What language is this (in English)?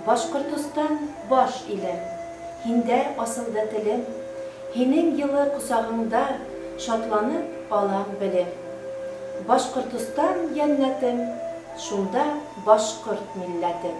Bashkir